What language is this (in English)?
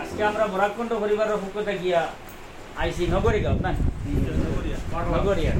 Sylheti